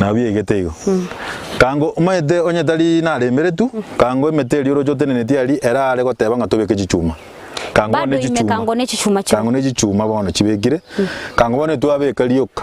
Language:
Gusii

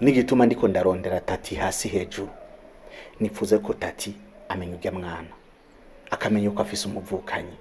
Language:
Rundi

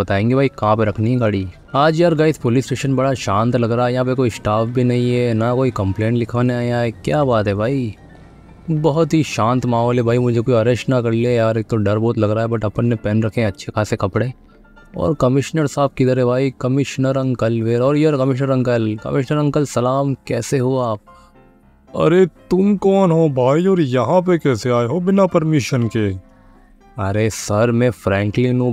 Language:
Hindi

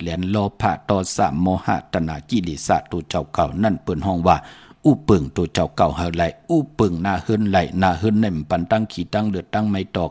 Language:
Shan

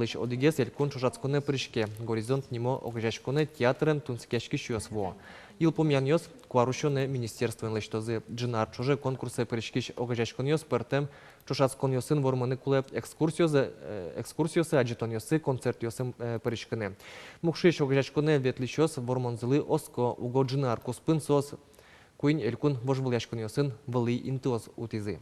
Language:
Udmurt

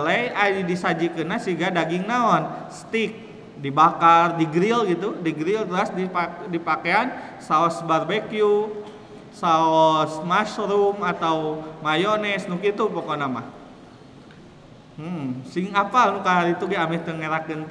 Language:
Sundanese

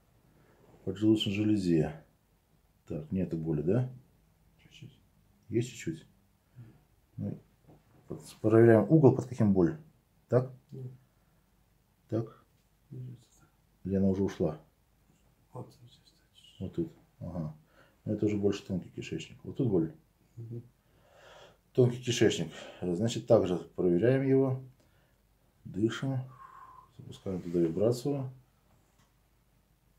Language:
Russian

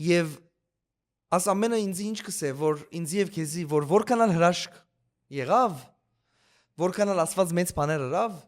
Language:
Western Armenian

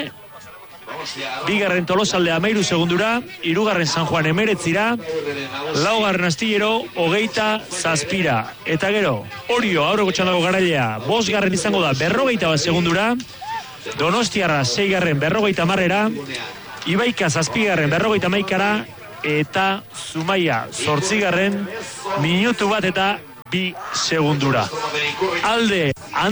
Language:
Basque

